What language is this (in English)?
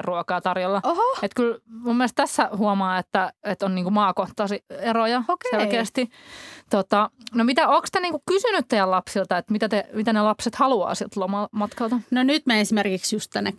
Finnish